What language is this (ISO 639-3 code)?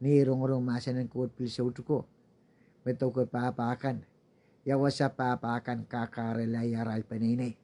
pon